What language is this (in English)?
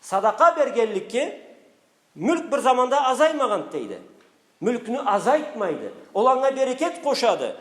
Karachay-Balkar